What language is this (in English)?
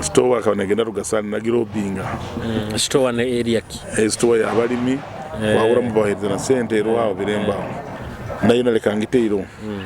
Nyoro